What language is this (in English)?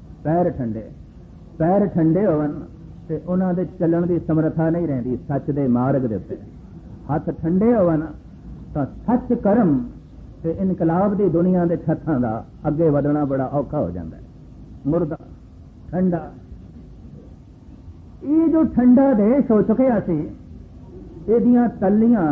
Punjabi